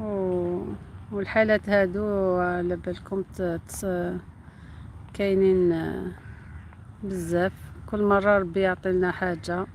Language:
Algerian Arabic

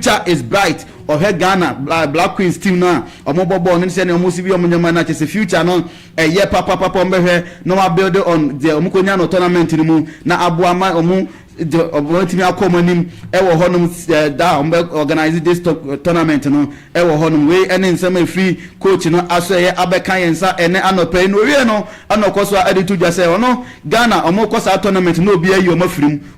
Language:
Akan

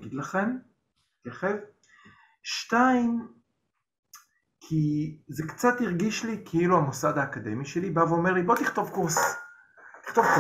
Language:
Hebrew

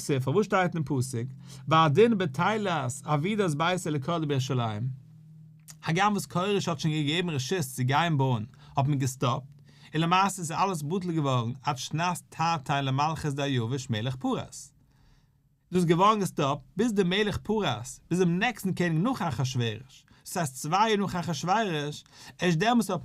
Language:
Yiddish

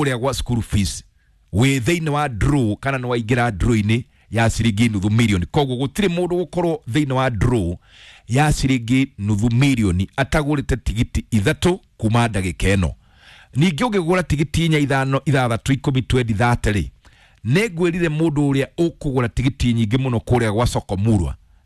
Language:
Kikuyu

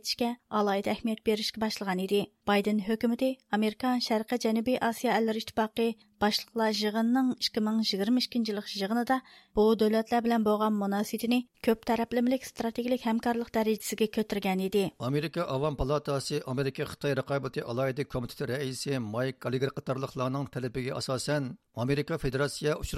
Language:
Uyghur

